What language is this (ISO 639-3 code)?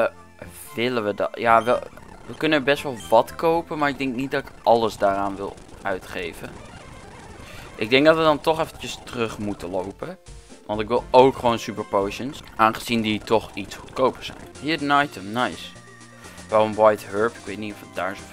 nld